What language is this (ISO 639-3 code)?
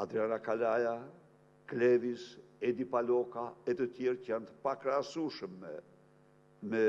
sqi